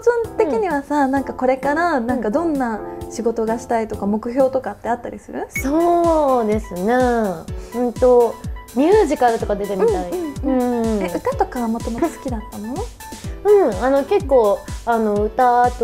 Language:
Japanese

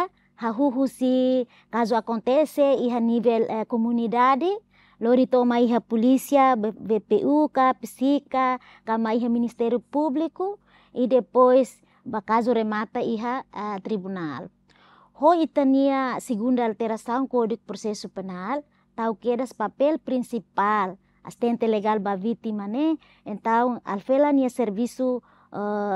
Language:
Tetum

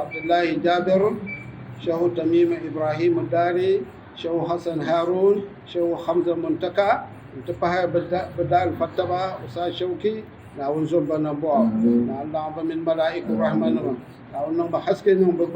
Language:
Dagbani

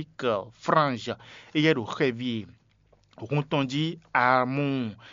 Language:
Fon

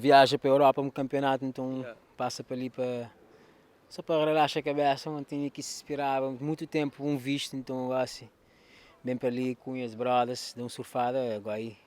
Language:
Kabuverdianu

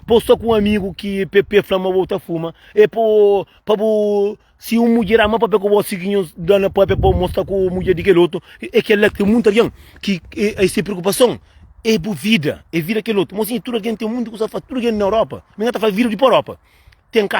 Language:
Kabuverdianu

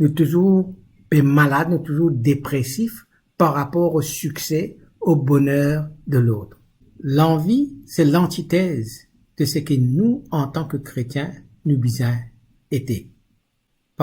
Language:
Morisyen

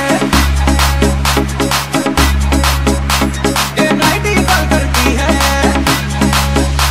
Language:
Hindi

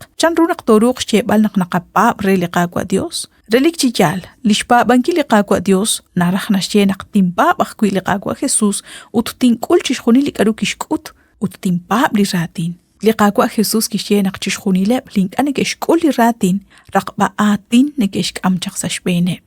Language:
Kekchí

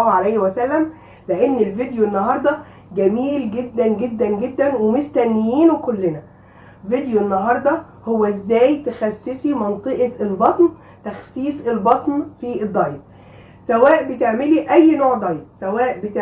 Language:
Egyptian Arabic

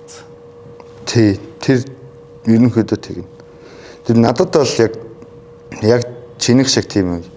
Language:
Mongolian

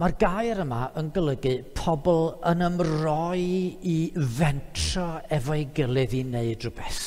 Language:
Welsh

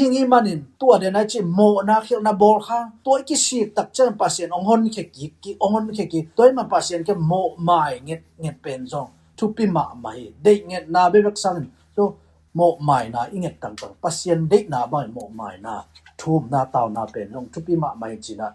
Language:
Tedim Chin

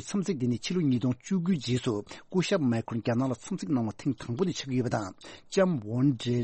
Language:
Tibetan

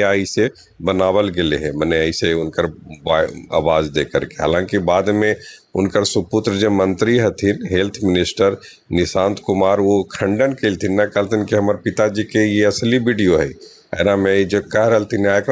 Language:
Magahi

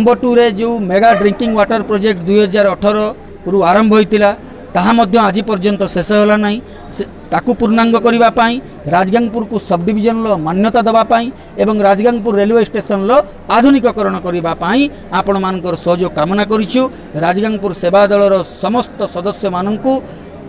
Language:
Odia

